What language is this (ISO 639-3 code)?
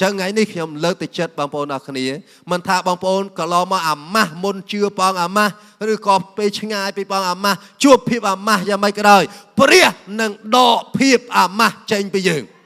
khm